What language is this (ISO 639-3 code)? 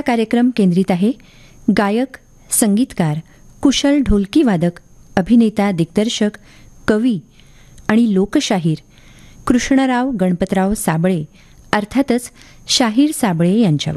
mar